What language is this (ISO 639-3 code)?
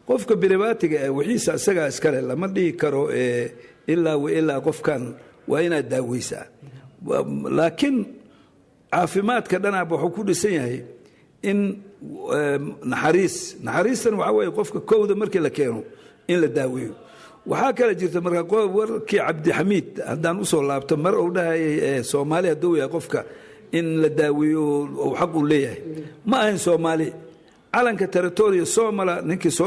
som